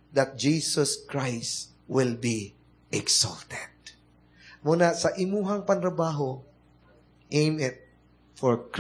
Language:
Cebuano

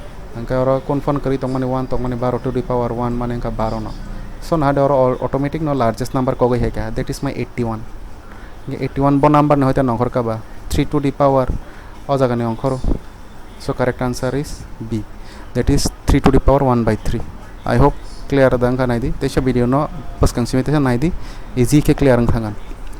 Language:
Kok Borok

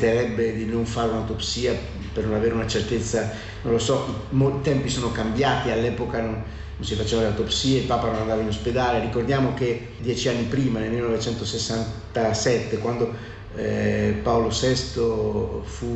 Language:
Italian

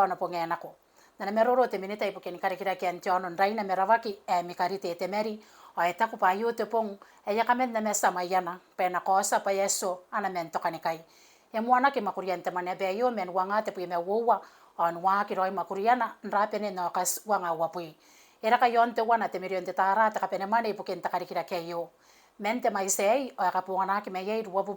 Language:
Gilbertese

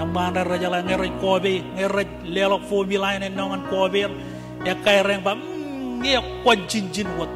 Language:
Marshallese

